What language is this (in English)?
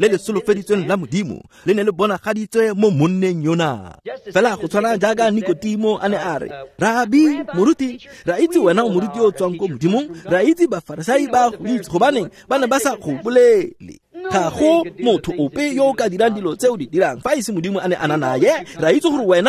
Tswana